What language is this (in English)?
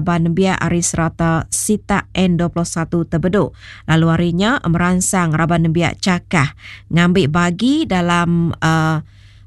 Iban